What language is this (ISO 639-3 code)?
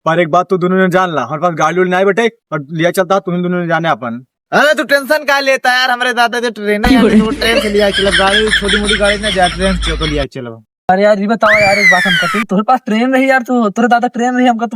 awa